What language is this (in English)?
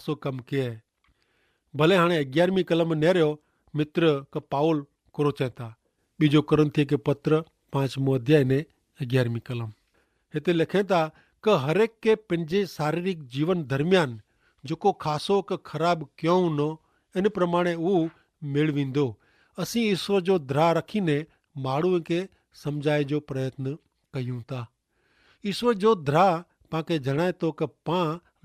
Kachhi